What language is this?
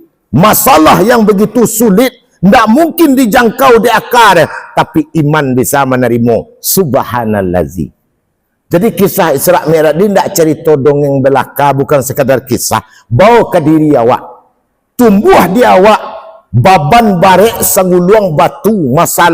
Minangkabau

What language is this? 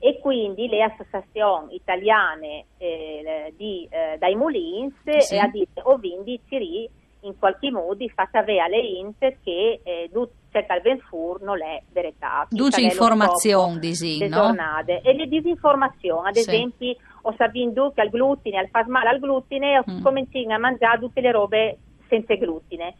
Friulian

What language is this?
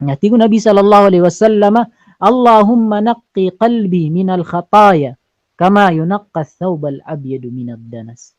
Maranao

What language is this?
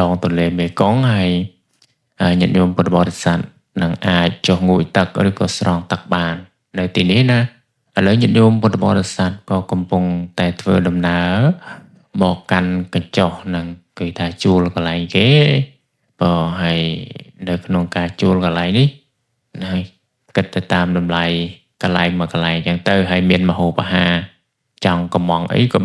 Khmer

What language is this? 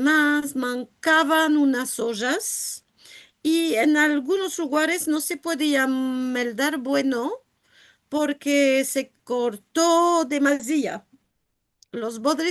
Ladino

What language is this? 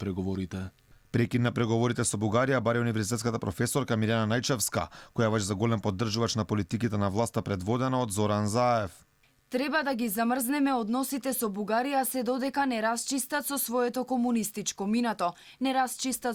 Macedonian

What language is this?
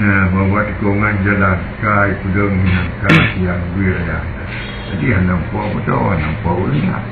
Achinese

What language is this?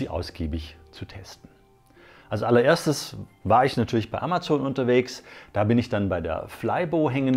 German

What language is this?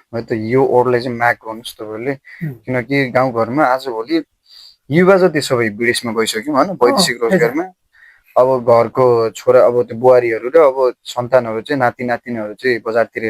Nepali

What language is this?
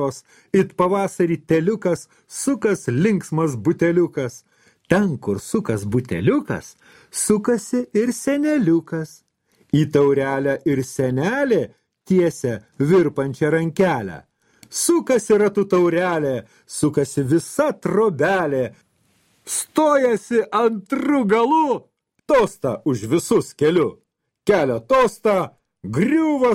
Lithuanian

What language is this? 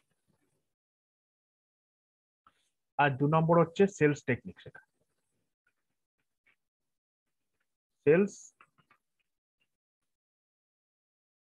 Bangla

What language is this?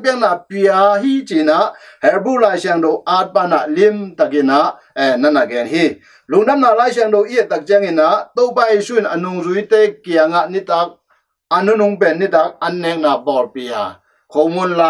Tedim Chin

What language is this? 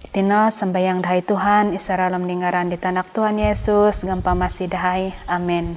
Central Dusun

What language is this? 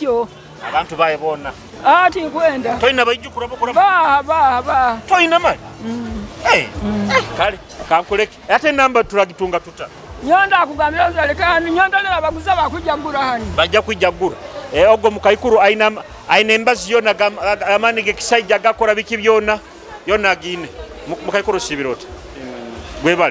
Nyoro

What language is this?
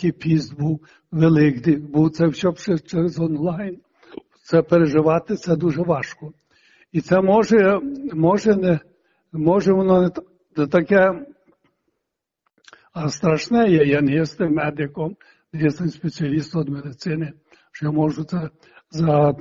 Ukrainian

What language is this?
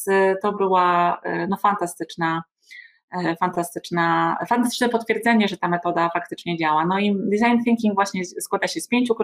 Polish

